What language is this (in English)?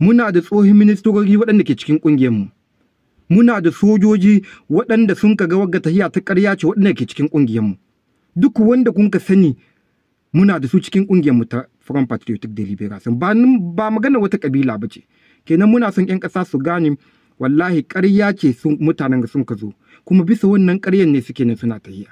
Hausa